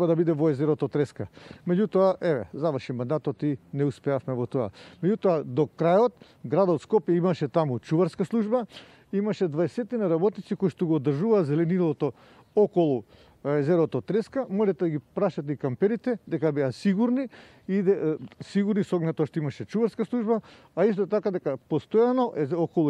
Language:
Macedonian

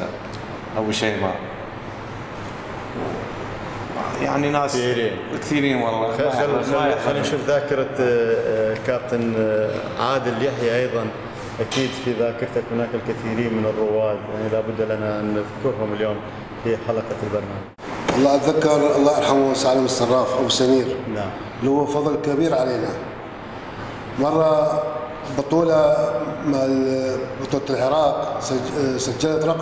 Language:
Arabic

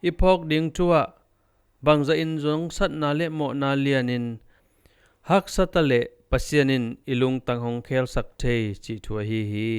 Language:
Tedim Chin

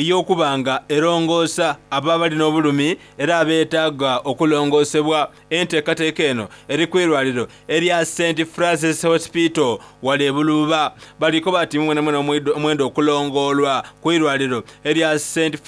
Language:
Soga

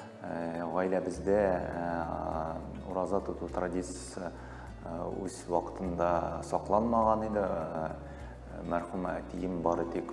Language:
Tatar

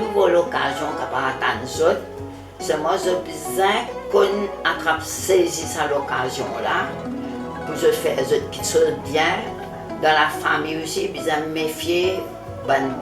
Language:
Morisyen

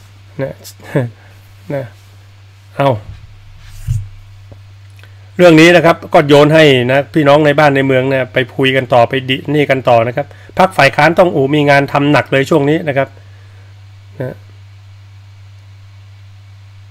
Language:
Thai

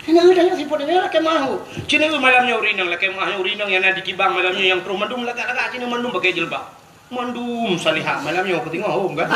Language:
Achinese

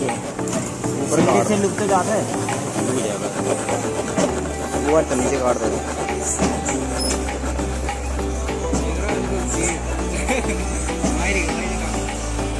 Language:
Hindi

